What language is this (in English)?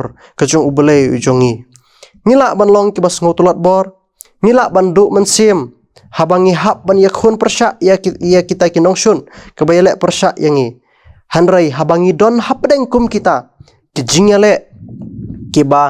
Khasi